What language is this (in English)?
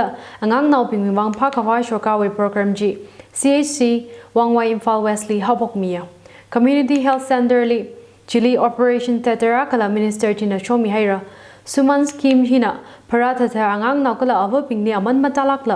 Tangkhul Naga (India)